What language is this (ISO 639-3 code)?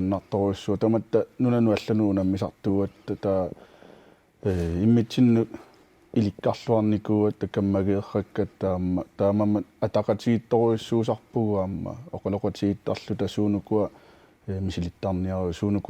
kal